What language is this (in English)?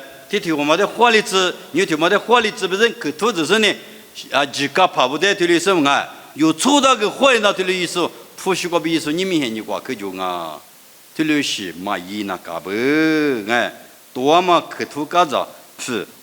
Lisu